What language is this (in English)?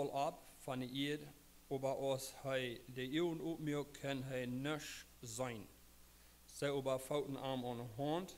Plautdietsch